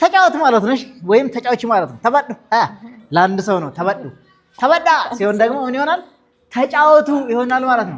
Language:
Amharic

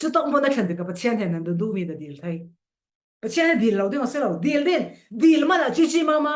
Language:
Falam Chin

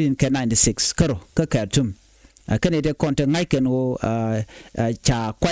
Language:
Nuer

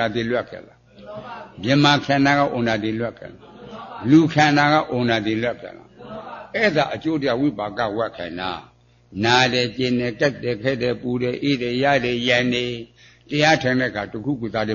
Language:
Burmese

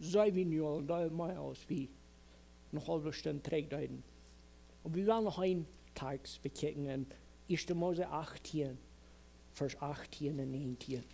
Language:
Plautdietsch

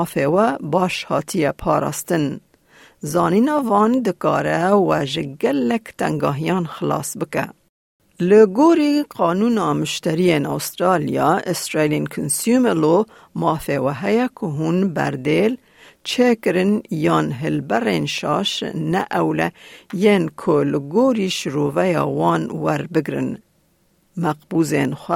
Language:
Kurdish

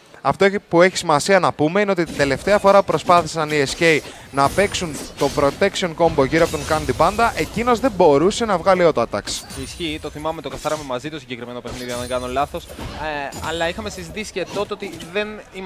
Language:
Greek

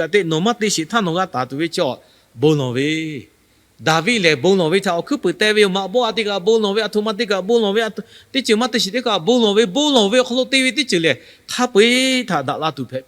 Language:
Lahu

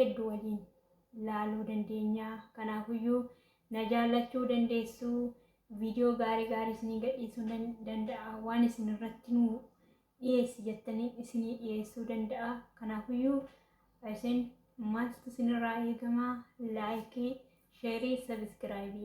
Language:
Oromo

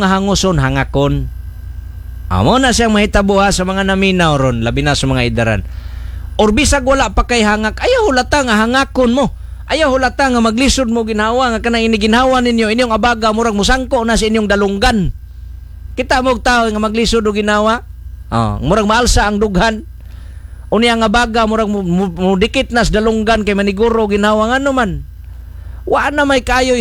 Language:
Cebuano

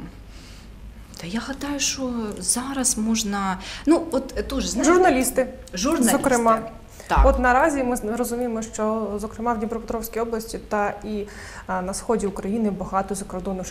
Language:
Ukrainian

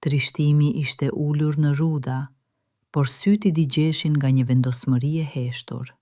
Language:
Albanian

